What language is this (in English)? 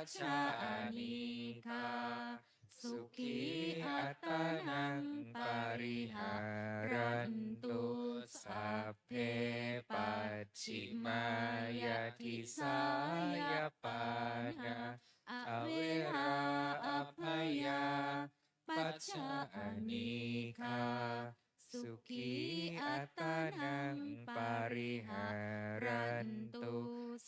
Pali